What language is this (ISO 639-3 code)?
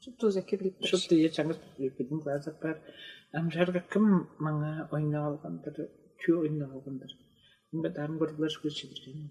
tyv